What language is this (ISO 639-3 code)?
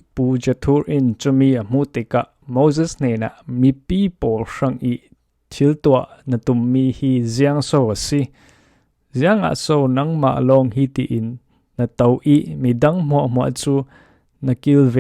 cfm